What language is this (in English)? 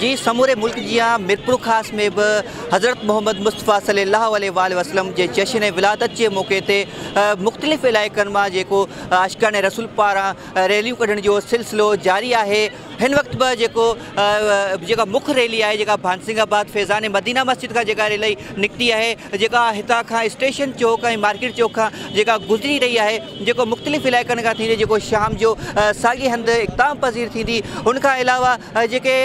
Sindhi